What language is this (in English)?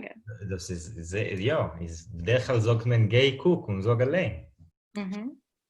Yiddish